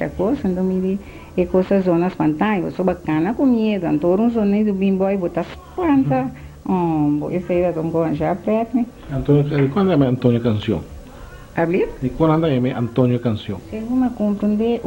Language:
Papiamento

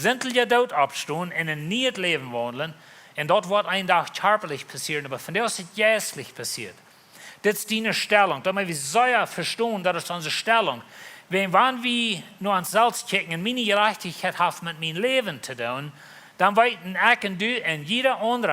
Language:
Plautdietsch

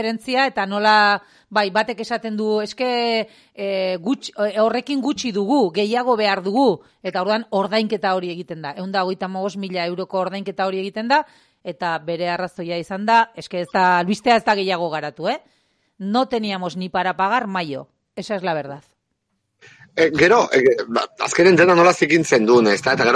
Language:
Basque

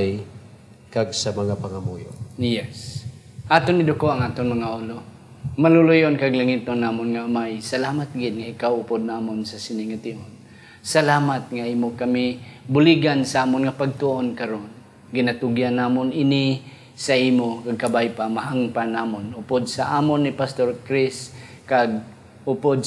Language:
Hiligaynon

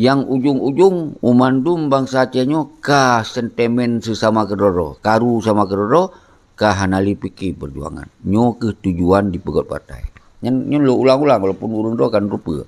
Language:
Achinese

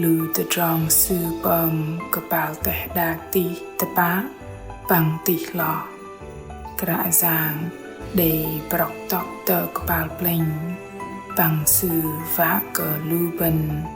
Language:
Bahnar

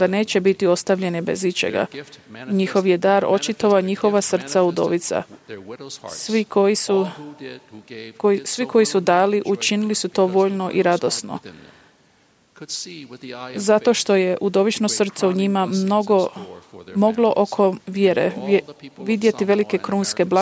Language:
Croatian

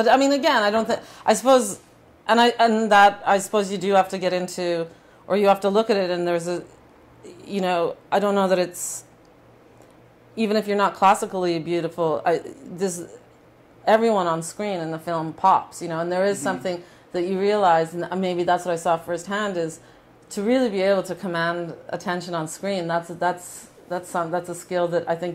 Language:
English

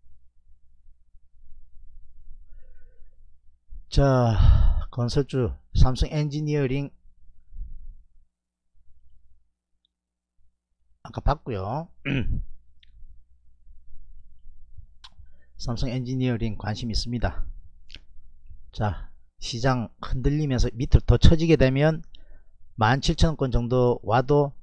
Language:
Korean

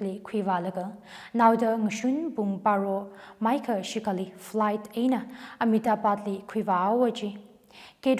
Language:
Tangkhul Naga (India)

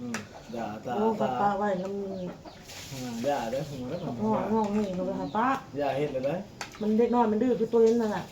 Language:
Northeastern Thai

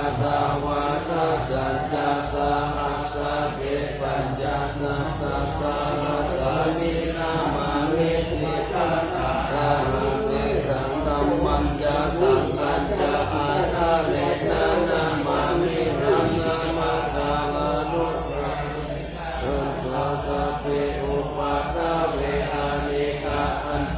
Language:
Pali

